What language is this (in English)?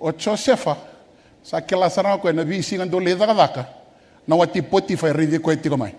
Fijian